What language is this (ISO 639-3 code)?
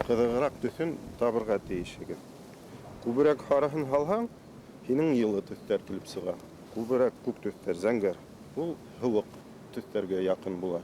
bak